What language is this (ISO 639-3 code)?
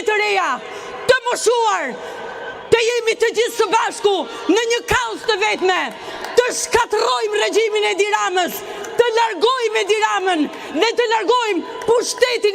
sqi